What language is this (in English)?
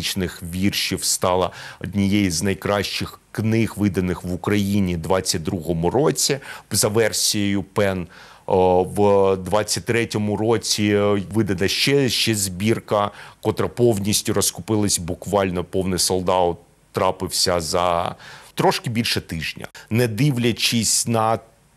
Ukrainian